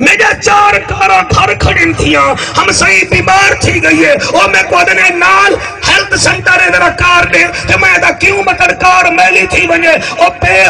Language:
Saraiki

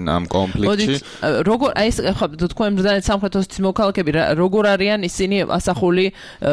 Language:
Georgian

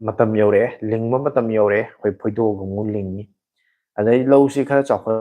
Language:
Manipuri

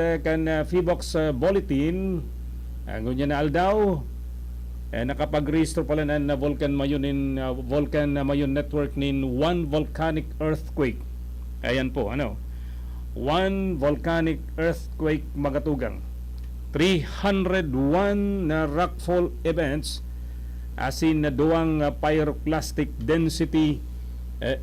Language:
Bikol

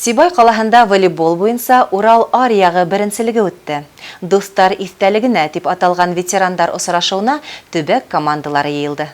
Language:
Bashkir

